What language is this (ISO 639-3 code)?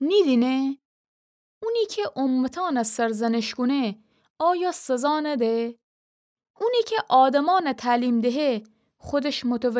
glk